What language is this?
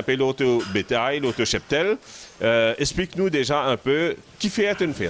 Morisyen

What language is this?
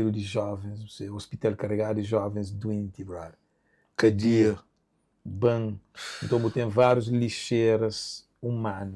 Kabuverdianu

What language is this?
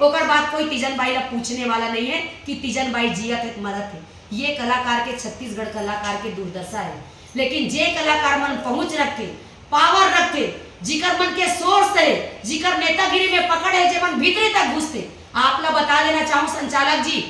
Chhattisgarhi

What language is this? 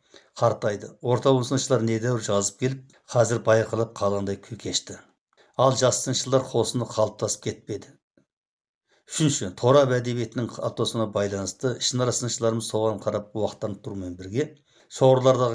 Kazakh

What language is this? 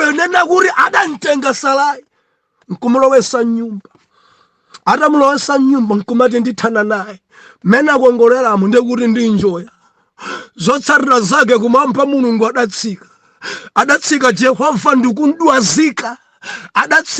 Nyanja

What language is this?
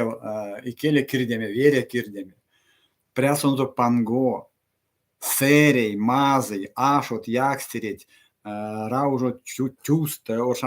Erzya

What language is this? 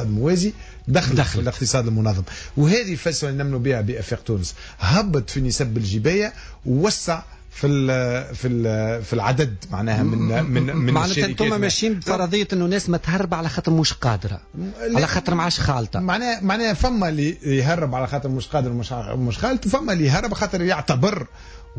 Tunisian Arabic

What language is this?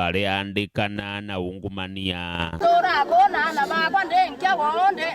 Meru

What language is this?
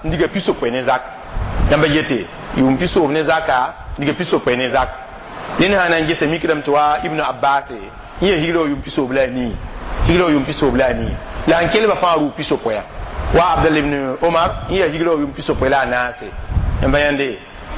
Mossi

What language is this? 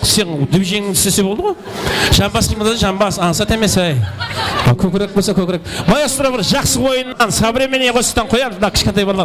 Kara-Kalpak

